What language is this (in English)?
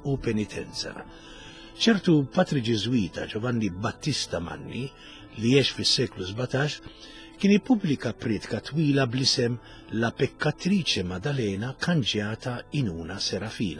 Maltese